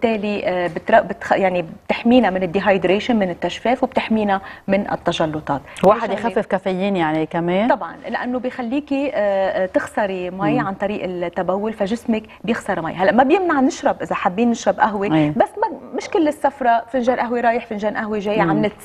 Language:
North Levantine Arabic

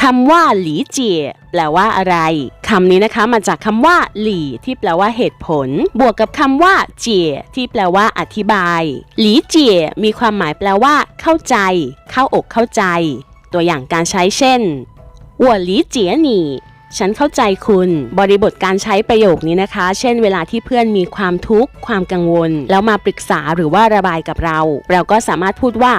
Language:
Lao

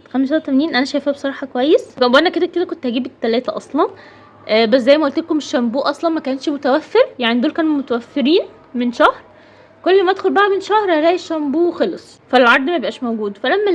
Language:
Egyptian Arabic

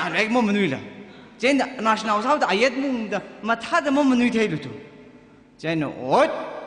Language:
Tangkhul Naga (India)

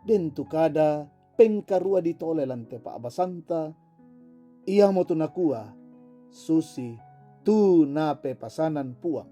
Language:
Toraja-Sa'dan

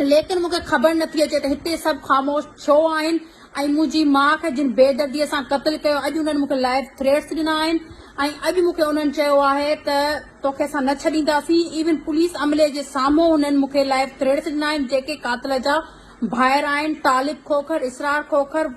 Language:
Sindhi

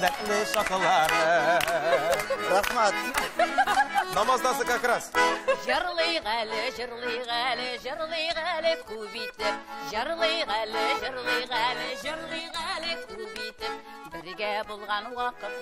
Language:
Tatar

